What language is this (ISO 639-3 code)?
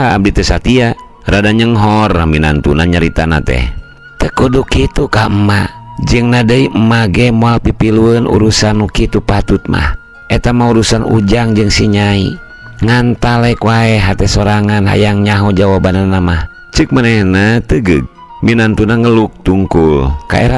sun